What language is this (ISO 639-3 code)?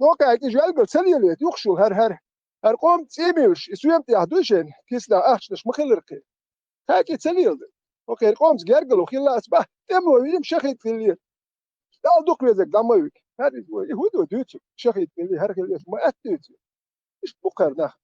che